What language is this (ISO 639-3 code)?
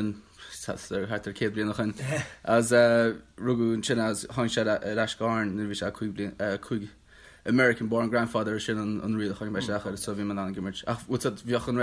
gle